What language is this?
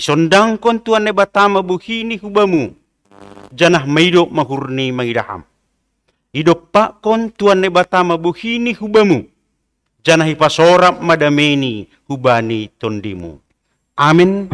Batak Simalungun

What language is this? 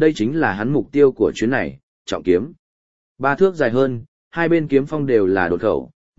Vietnamese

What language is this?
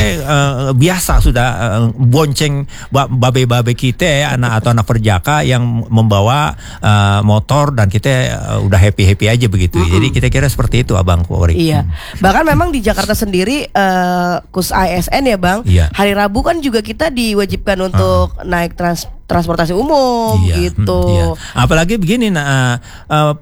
Indonesian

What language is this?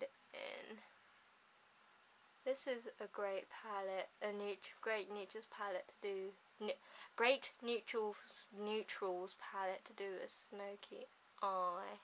English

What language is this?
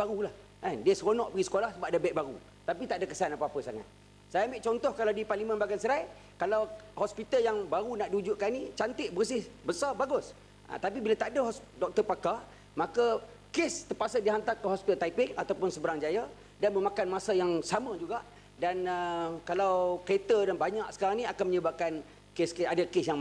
Malay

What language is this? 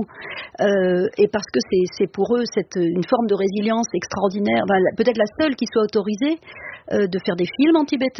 French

